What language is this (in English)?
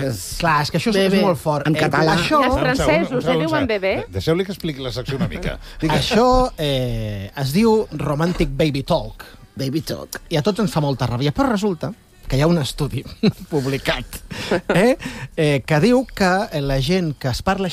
Catalan